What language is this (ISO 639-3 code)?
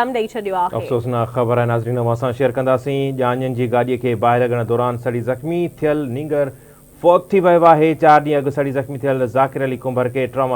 snd